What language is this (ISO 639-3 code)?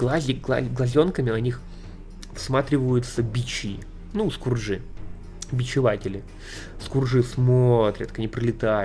rus